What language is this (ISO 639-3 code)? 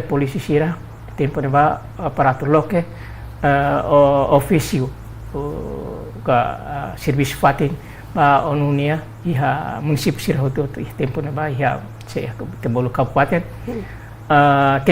tet